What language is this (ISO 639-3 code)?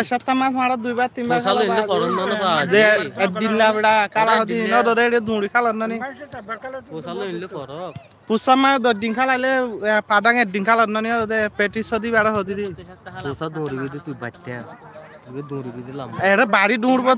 rhg